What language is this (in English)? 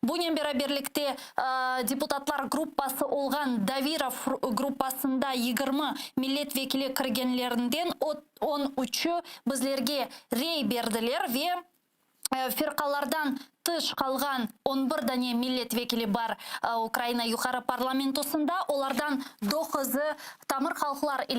Crimean Tatar